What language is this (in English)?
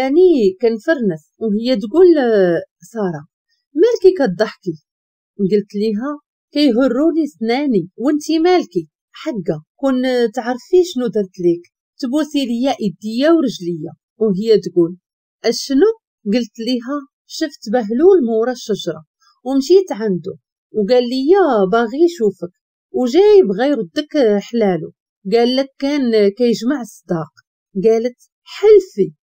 Moroccan Arabic